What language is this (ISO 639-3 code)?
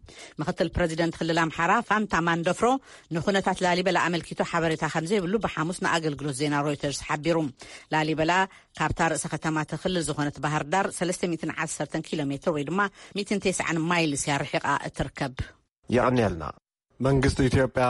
tir